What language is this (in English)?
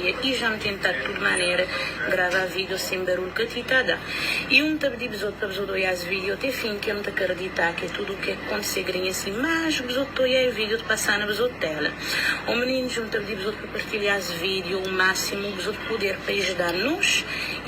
Kabuverdianu